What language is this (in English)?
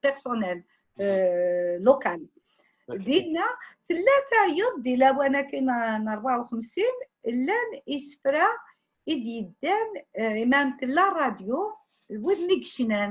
Kabyle